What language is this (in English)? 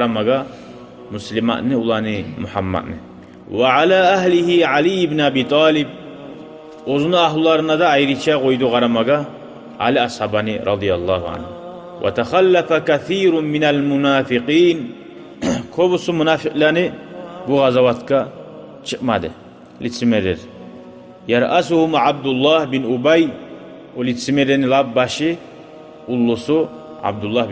Kumyk